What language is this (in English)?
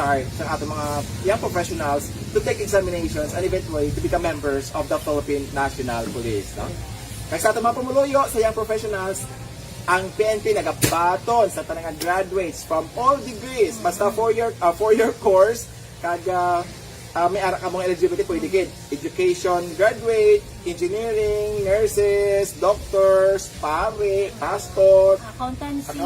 Hiligaynon